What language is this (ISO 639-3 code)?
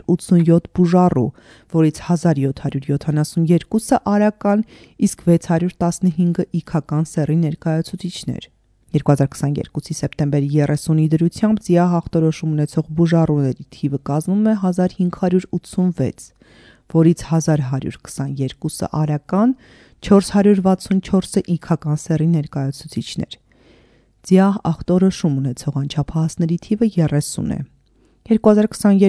hye